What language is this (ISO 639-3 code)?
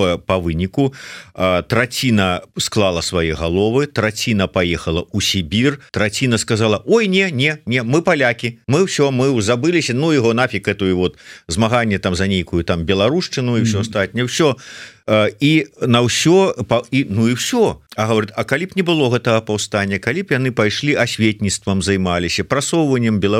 bel